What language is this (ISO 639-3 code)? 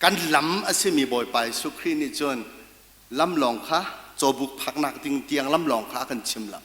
cnh